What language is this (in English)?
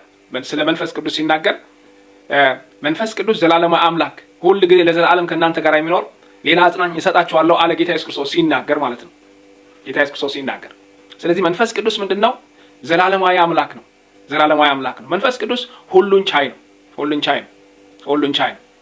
Amharic